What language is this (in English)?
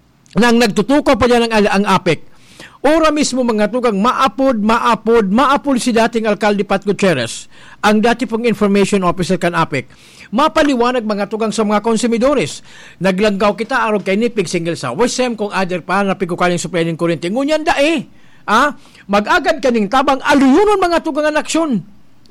Bikol